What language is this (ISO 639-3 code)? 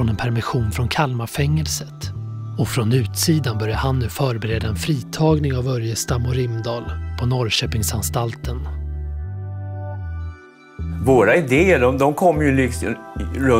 swe